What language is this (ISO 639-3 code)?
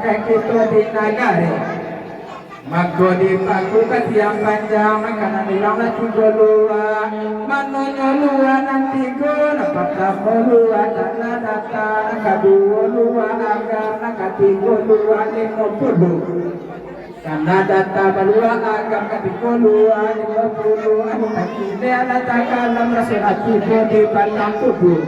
min